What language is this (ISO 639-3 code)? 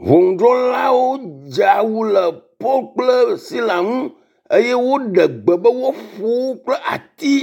ewe